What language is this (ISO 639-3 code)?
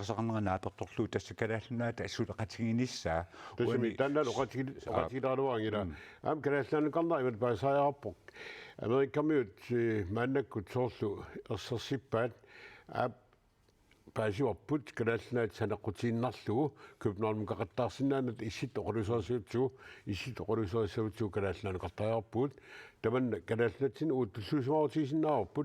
kal